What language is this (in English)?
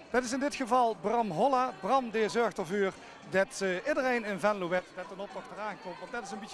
Limburgish